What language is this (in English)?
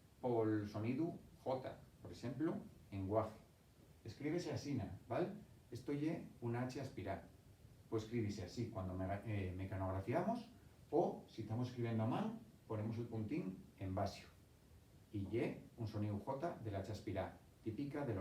Asturian